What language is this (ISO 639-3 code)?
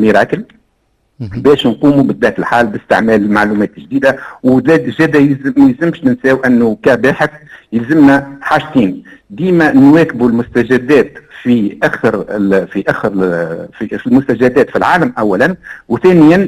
aeb